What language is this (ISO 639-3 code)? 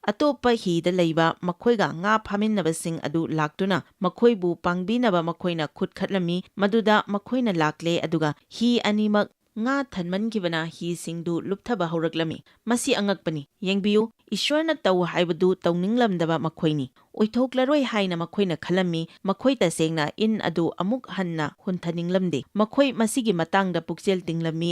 mni